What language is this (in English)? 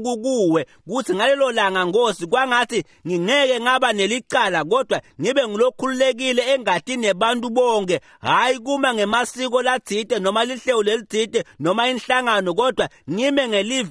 Swati